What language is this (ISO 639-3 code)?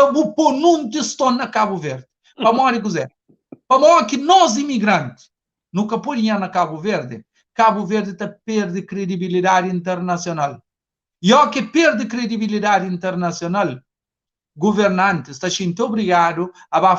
kea